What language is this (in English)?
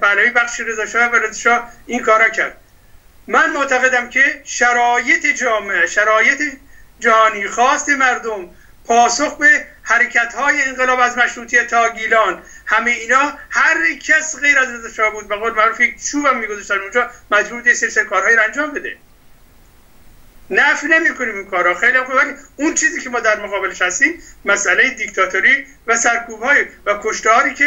Persian